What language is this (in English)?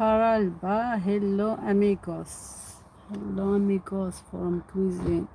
Algerian Arabic